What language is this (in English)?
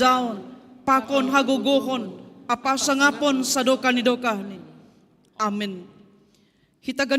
Batak Simalungun